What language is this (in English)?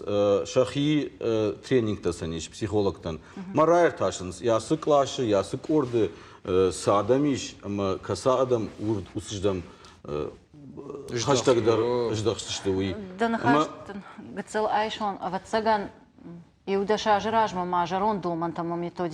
Ossetic